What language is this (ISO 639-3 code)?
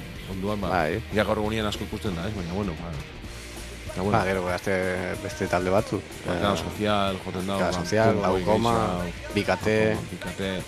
eus